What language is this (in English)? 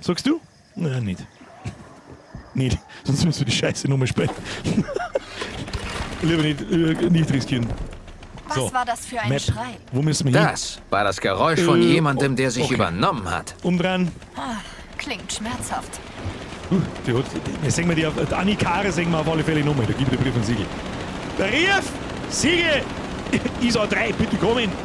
Bavarian